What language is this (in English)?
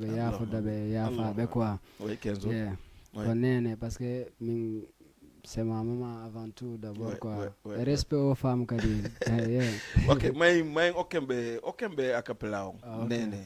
Fula